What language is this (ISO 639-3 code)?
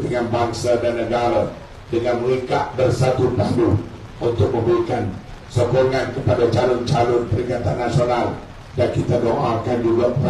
msa